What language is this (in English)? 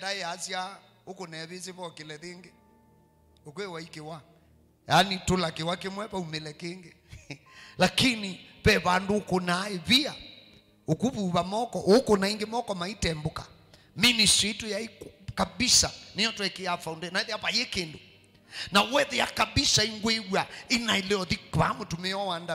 Kamba